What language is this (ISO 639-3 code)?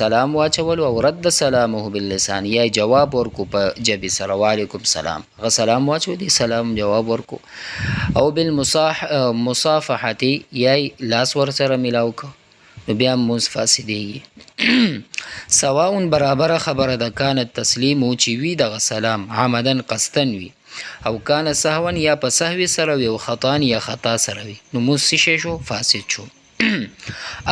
pus